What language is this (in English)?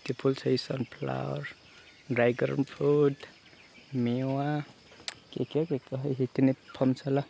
Nepali